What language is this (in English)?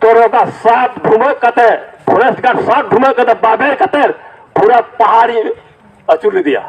Santali